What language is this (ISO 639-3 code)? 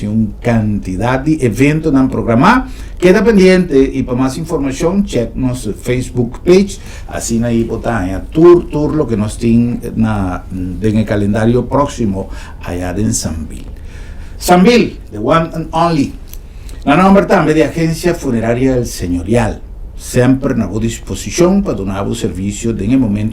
pap